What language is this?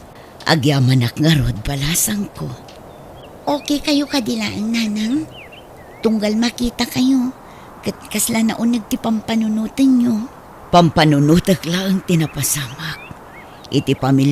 Iloko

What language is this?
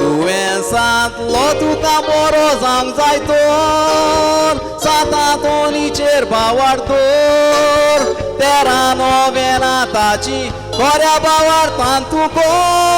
Konkani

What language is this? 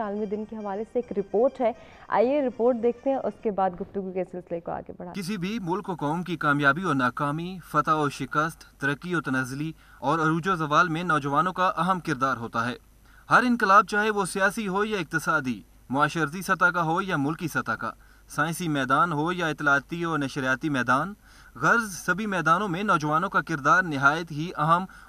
Urdu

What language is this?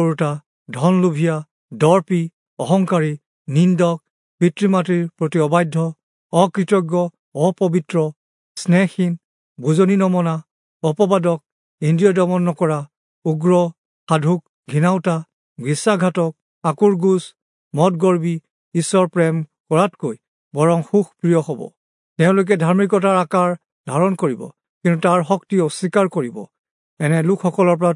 Assamese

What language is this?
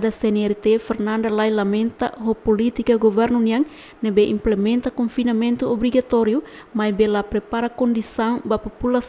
Tetum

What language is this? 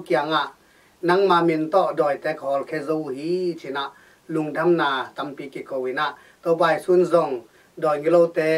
Tedim Chin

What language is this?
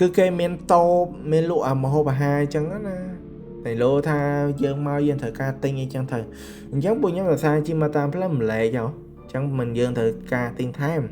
Khmer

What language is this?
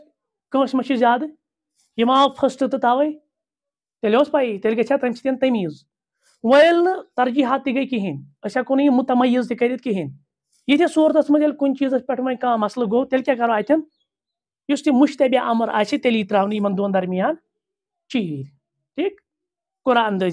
Kashmiri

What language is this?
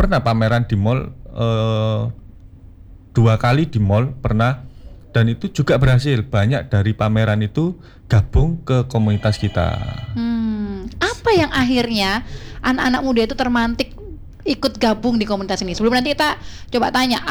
Indonesian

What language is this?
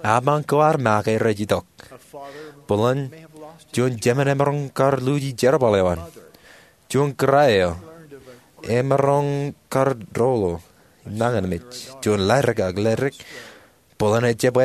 Marshallese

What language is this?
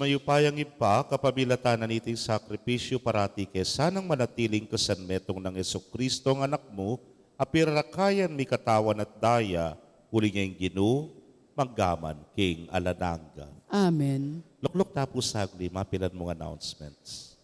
Pampanga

